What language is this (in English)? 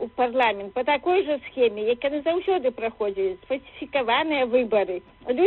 Belarusian